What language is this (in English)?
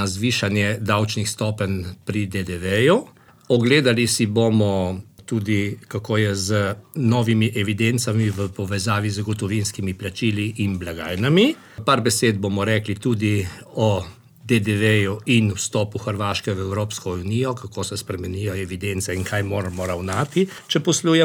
Slovenian